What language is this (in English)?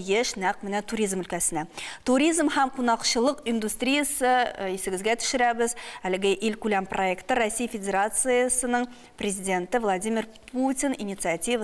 Tatar